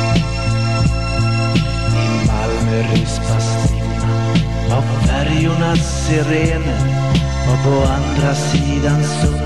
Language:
Swedish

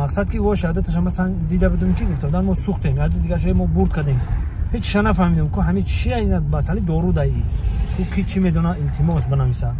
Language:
Tajik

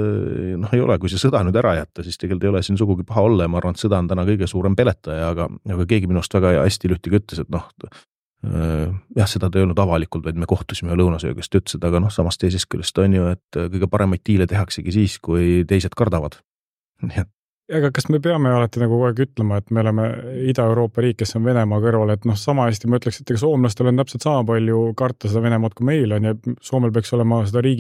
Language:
Estonian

